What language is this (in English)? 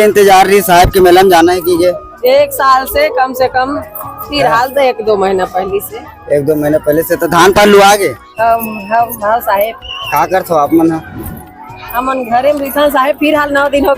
Chhattisgarhi